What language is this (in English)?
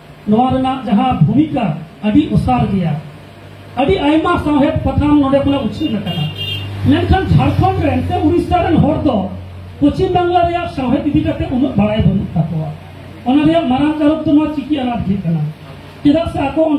Santali